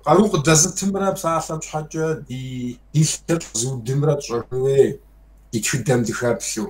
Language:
Kabardian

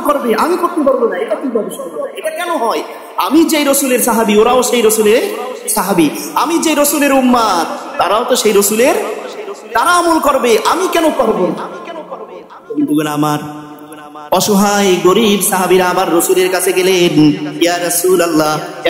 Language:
Bangla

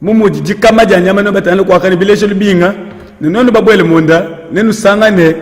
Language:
Luba-Lulua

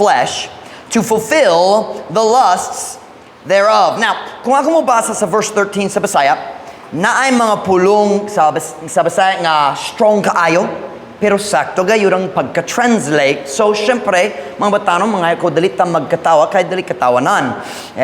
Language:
Cebuano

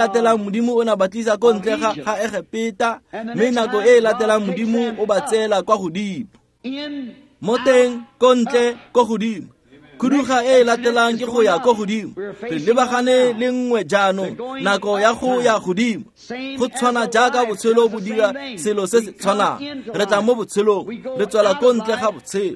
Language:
Tswana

